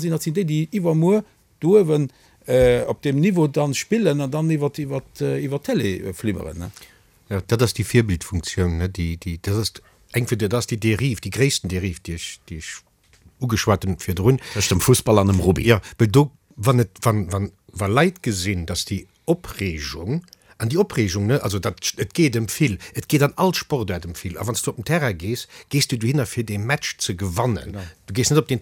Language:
Luxembourgish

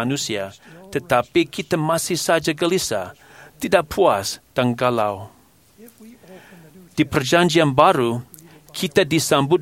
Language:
Indonesian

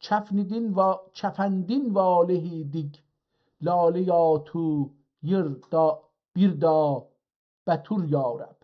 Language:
South Azerbaijani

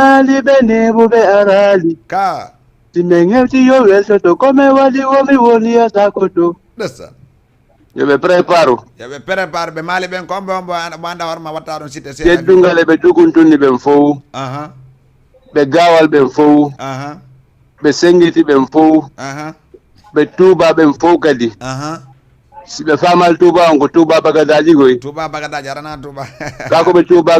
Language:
Fula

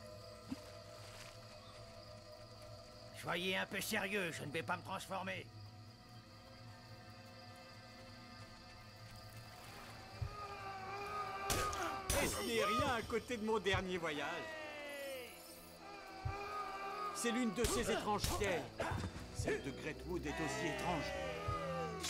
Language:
French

